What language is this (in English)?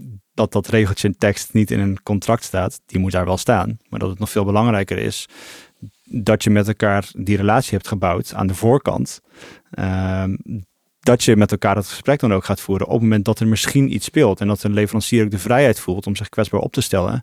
Dutch